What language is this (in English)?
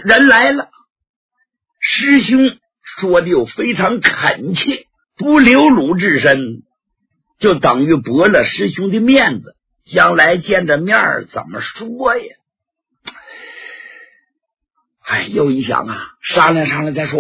Chinese